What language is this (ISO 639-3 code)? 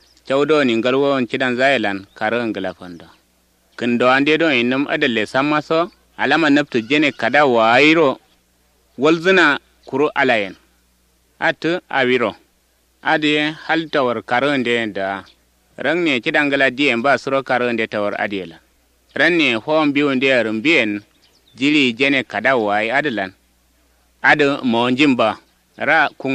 kau